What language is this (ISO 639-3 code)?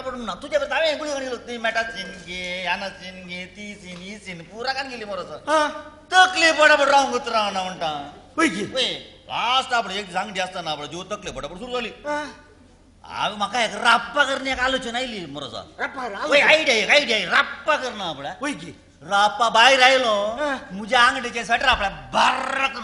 kok